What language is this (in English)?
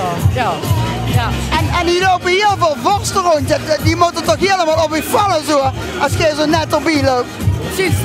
Limburgish